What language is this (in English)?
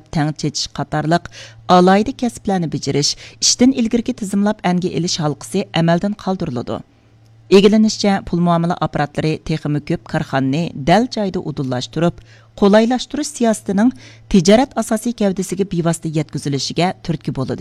Uyghur